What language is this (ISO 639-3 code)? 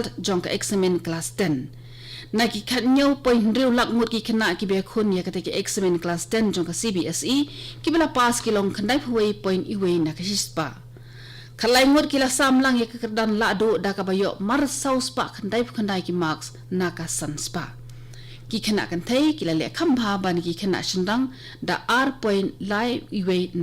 kha